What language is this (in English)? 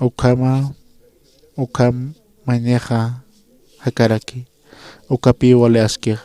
Aymara